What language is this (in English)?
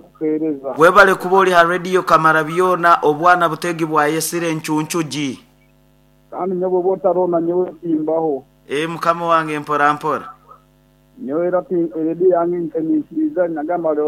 Nyoro